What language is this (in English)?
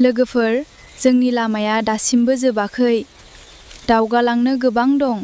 Bodo